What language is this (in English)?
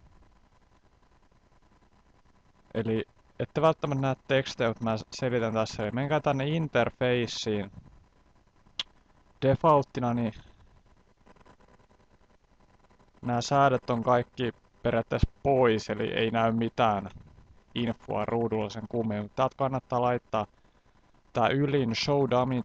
Finnish